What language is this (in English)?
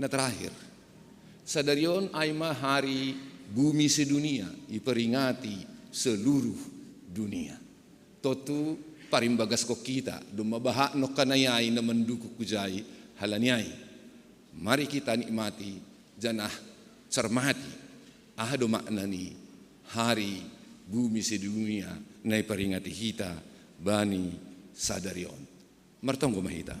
Batak Simalungun